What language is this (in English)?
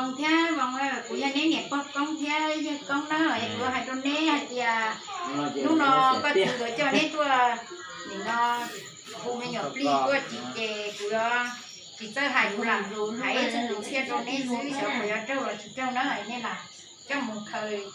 Hmong